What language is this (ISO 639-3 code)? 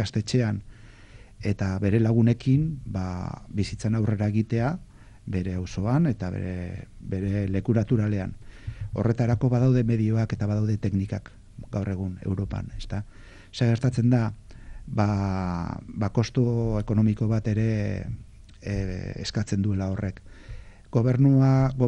eus